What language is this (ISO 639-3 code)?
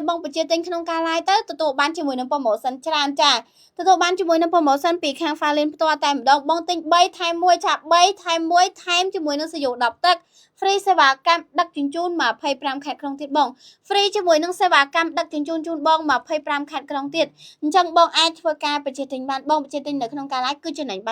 khm